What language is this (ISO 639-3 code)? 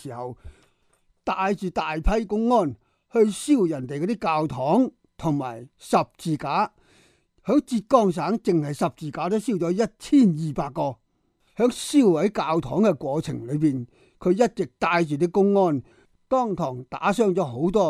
yue